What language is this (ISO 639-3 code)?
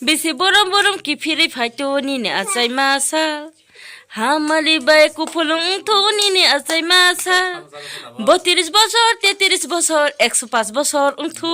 trp